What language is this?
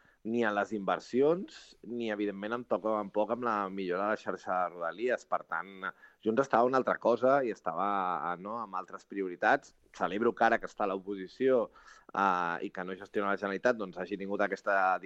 Catalan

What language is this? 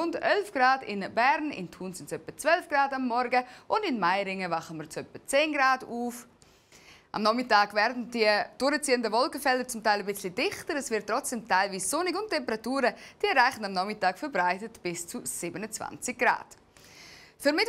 Swiss German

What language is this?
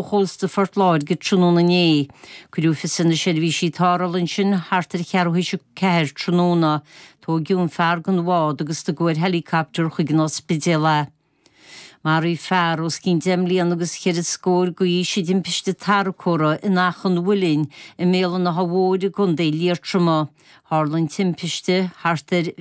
Irish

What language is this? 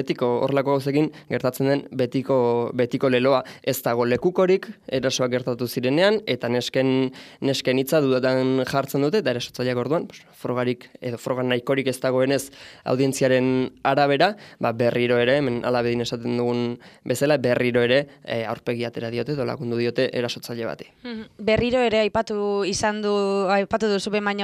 Basque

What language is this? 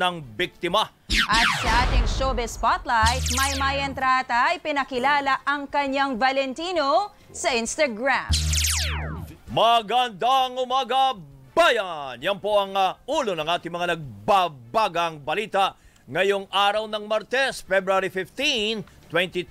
Filipino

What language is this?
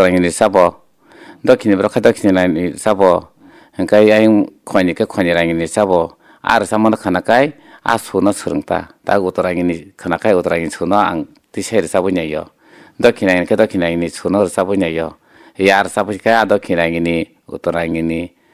Kok Borok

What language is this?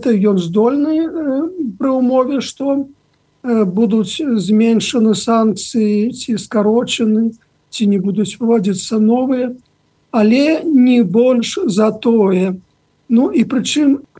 Belarusian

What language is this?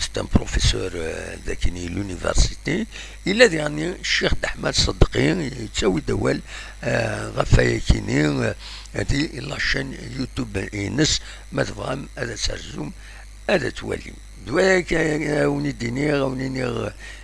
Kabyle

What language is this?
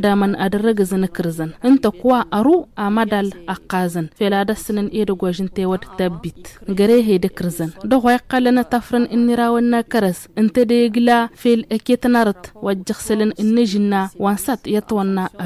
Tamasheq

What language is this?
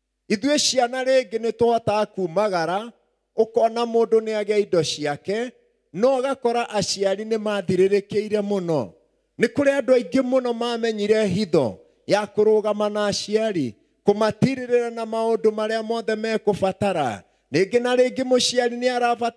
Kikuyu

